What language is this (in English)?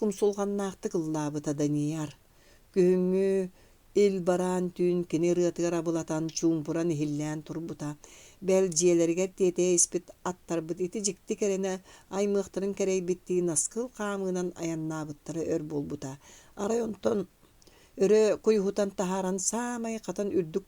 Yakut